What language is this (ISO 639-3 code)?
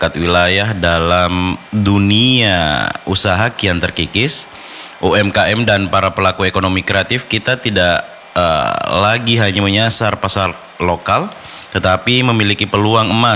ind